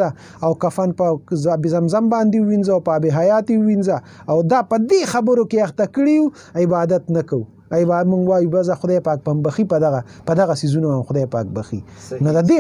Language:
Pashto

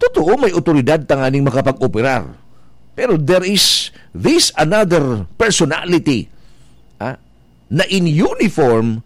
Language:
Bikol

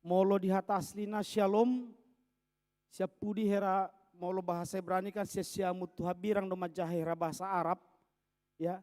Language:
Batak Toba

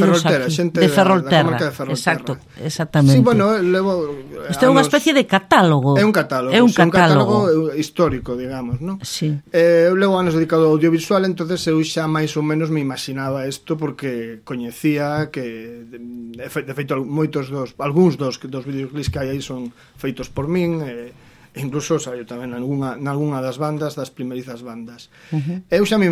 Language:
Galician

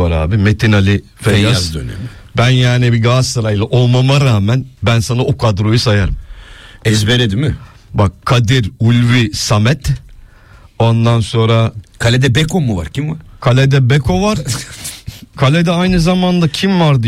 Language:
Turkish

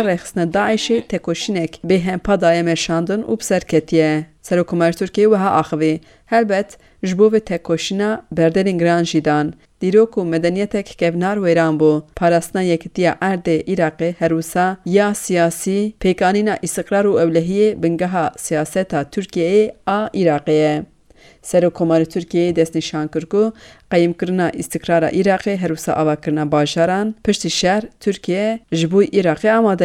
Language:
Kurdish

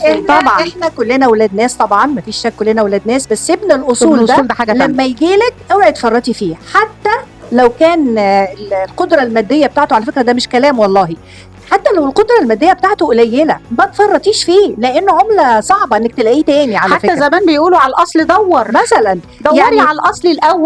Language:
Egyptian Arabic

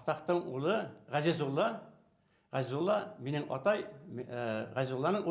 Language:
Bashkir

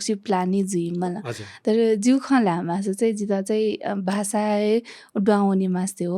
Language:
Newari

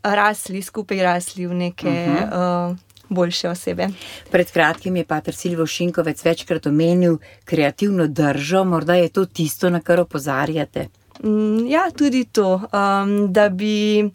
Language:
Slovenian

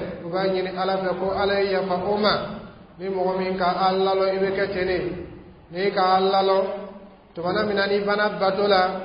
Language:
Dyula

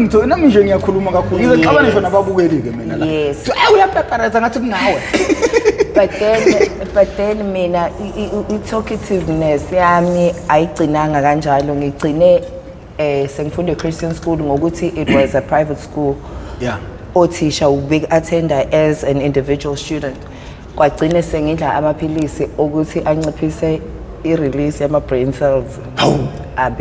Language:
Zulu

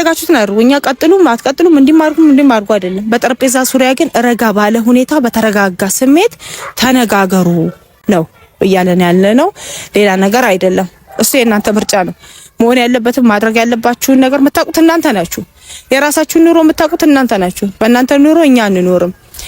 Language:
Amharic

